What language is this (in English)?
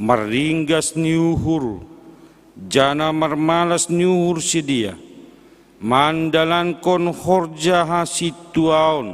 Batak Simalungun